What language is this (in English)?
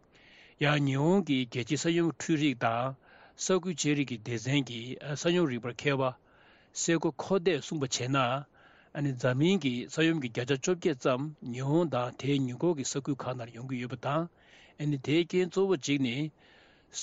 Tibetan